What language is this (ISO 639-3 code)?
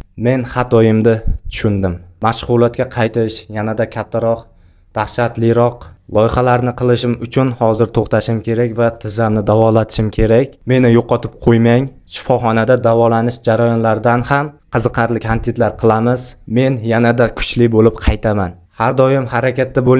uzb